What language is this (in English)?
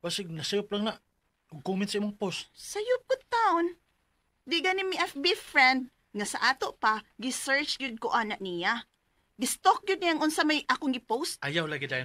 Cebuano